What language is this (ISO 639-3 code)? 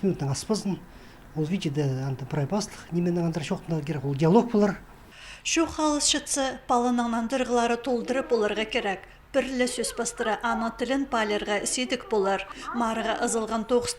kjh